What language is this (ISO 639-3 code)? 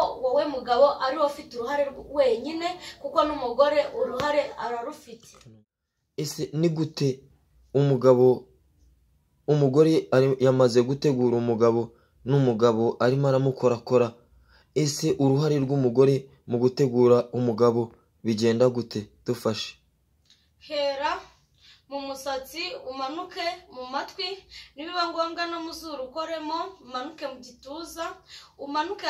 kin